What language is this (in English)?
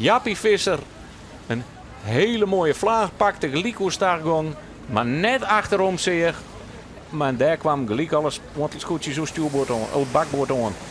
Western Frisian